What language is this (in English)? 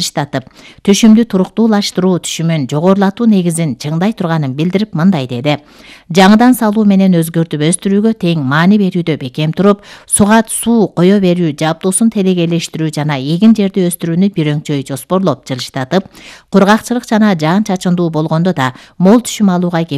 Kyrgyz